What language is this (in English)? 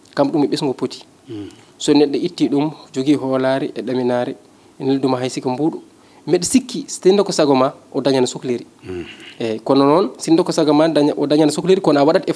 Fula